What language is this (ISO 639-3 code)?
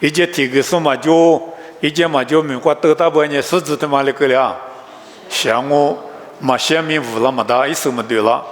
lis